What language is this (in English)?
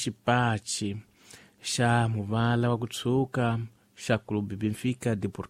Tsonga